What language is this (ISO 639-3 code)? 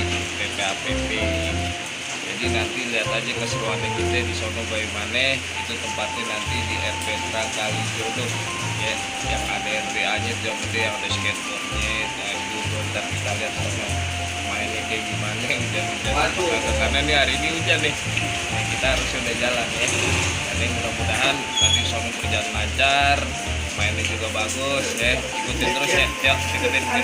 bew